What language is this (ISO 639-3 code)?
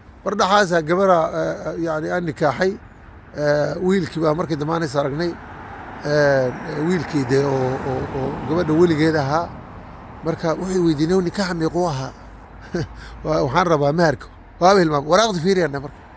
som